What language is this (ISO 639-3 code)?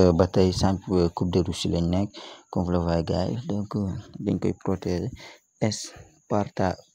wol